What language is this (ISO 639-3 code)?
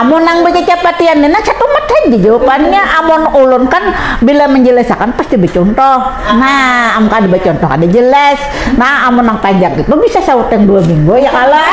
bjn